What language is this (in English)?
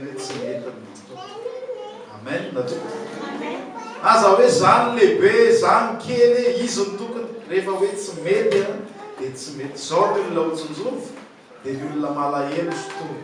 Malagasy